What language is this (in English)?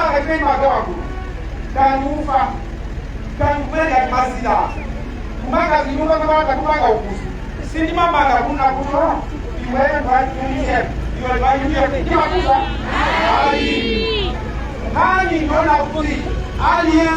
Nyanja